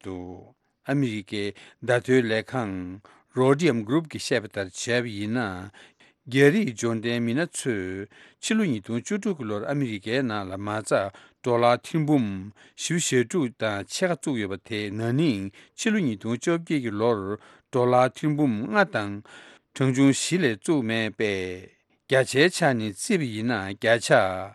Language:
Tibetan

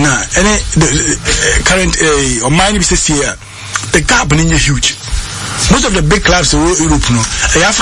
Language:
English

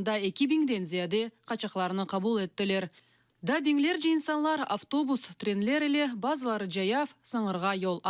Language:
Crimean Tatar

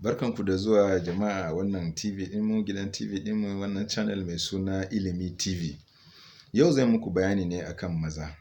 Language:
Hausa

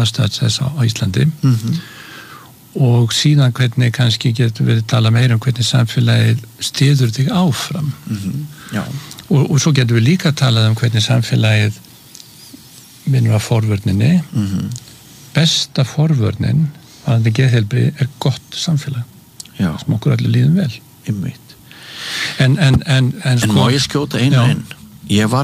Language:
Icelandic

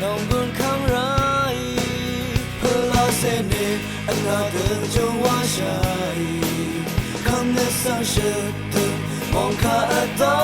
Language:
Rawang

